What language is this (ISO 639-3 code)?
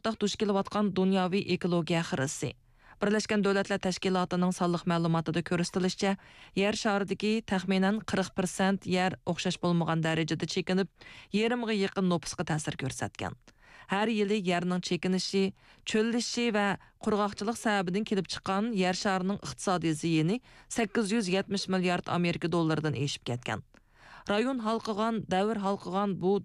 uig